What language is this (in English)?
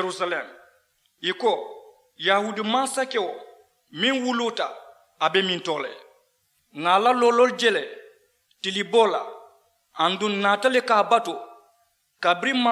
Mandingo